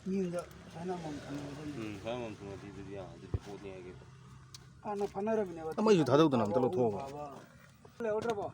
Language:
Manipuri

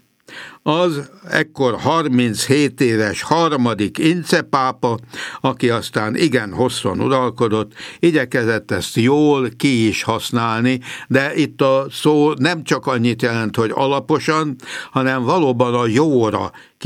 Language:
Hungarian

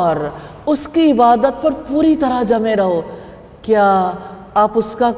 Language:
Urdu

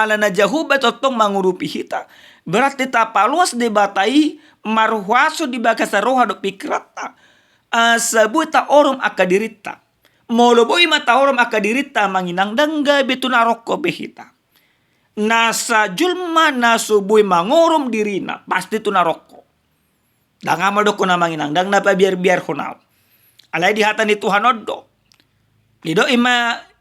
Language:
Batak Toba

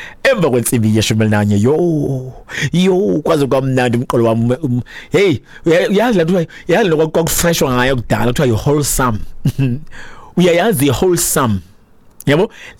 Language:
Xhosa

